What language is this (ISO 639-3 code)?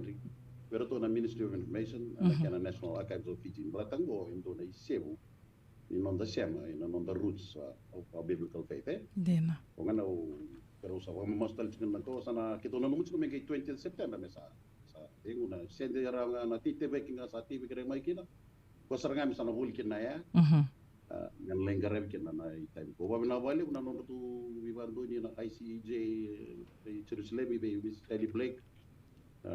fij